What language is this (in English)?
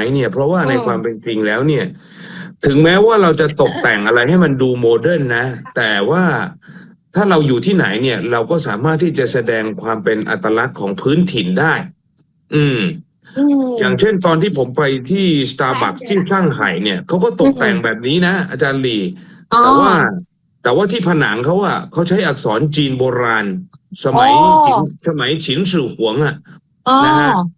Thai